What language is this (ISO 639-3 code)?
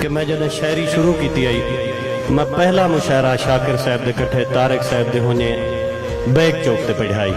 skr